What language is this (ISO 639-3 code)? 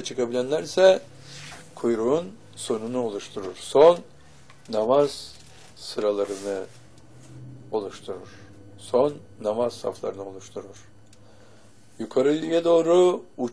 tur